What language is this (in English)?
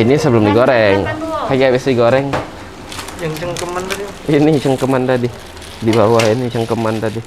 Musi